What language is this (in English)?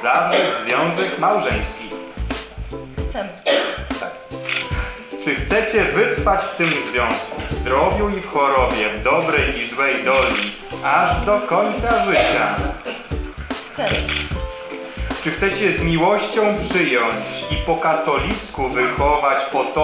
Polish